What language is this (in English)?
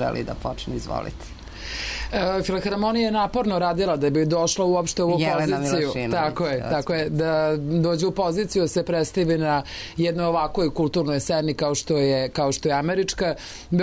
Serbian